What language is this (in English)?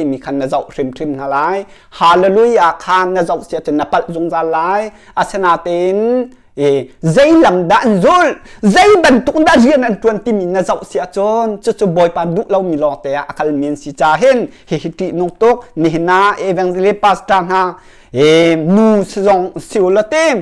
Hakha Chin